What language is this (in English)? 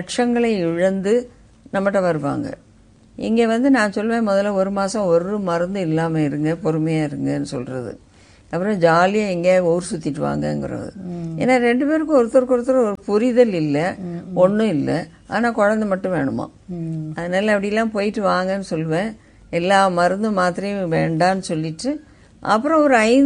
Tamil